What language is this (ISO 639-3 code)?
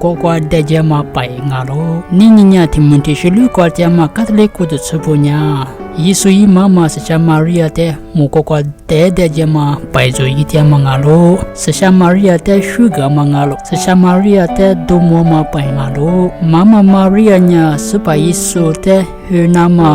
lis